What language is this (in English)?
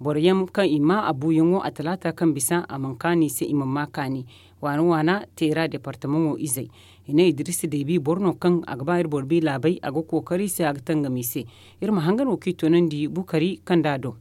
Zarma